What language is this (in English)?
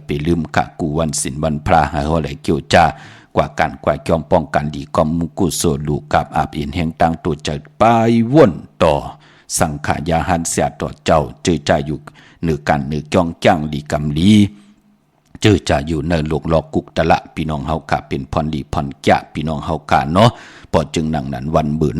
Shan